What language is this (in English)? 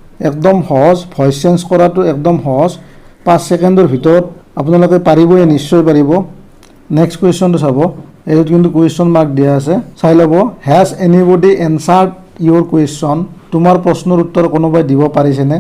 Assamese